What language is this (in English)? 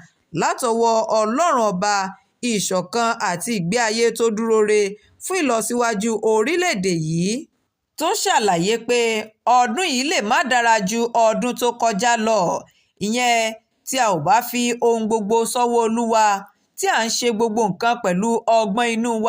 Yoruba